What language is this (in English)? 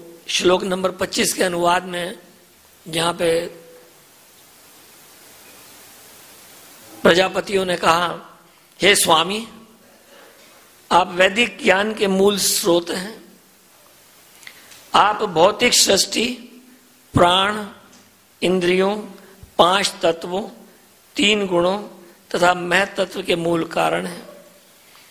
Hindi